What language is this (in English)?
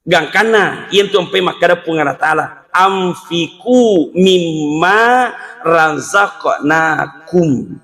Buginese